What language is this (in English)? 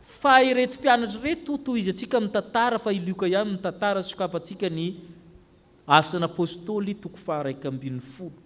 Malagasy